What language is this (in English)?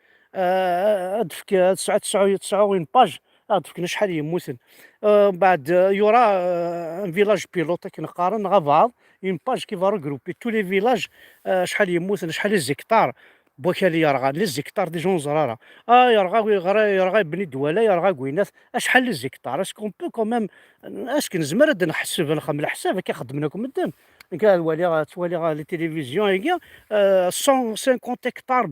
Kabyle